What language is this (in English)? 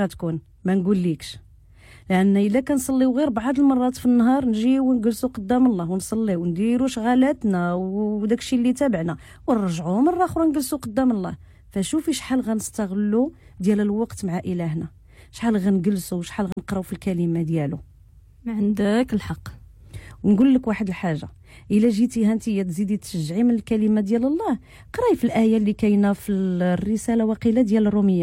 Moroccan Arabic